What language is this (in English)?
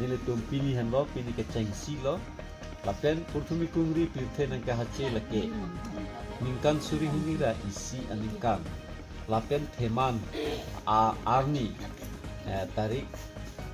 Karbi